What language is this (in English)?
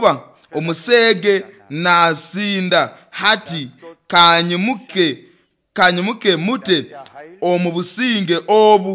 Nyoro